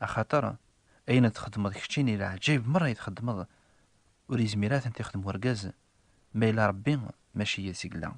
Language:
Kabyle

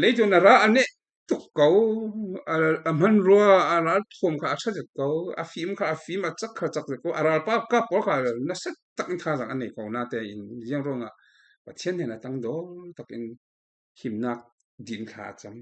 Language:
Falam Chin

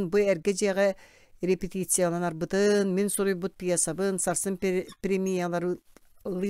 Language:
Yakut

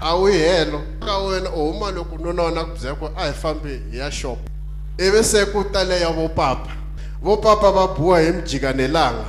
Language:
Tsonga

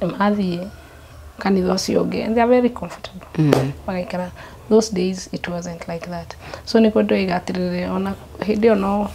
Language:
Kikuyu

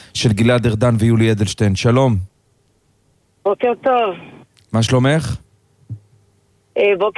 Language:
Hebrew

